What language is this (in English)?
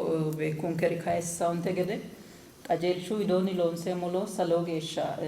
Sidamo